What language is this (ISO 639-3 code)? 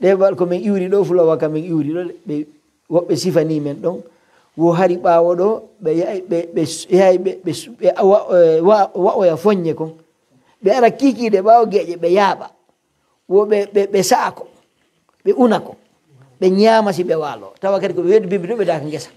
fuf